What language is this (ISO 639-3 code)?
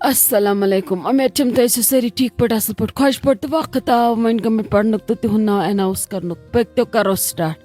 kas